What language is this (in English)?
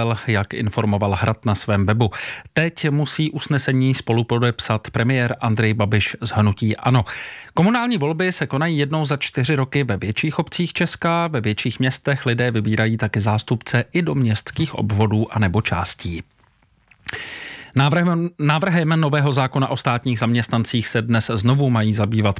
Czech